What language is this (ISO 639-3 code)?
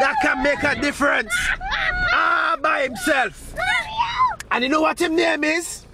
jam